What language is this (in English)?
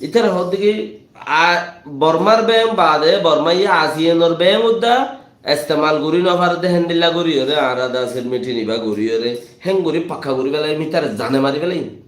Rohingya